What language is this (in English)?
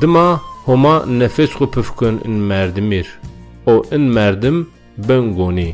Zaza